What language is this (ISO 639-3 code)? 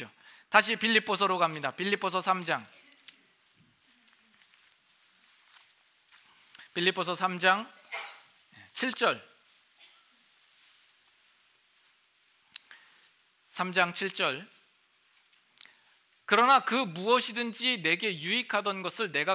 kor